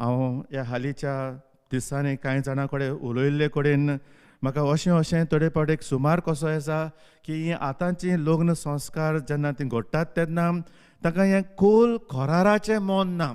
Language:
Konkani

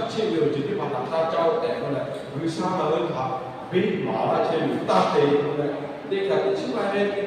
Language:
Lahu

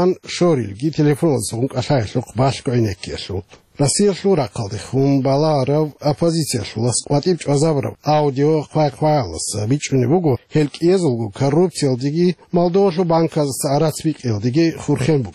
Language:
Avaric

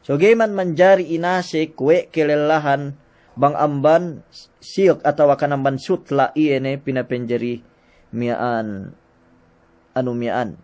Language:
Yakan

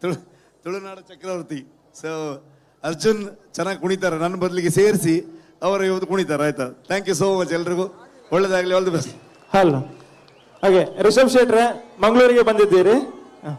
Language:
Tulu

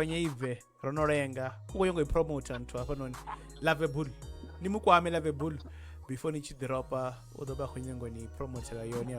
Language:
Venda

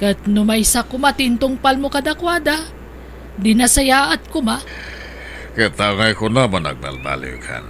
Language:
Iloko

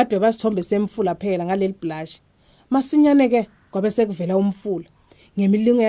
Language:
Swati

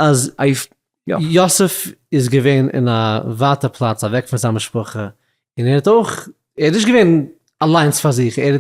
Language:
Yiddish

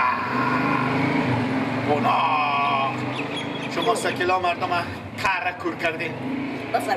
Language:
Persian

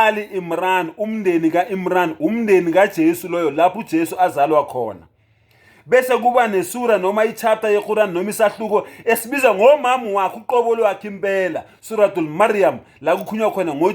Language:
Zulu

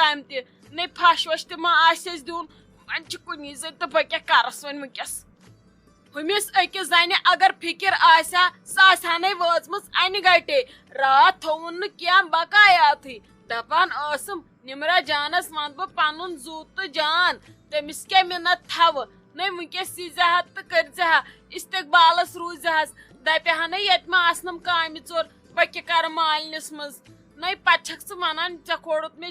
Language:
Kashmiri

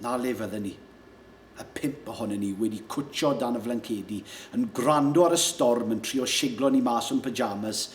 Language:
Welsh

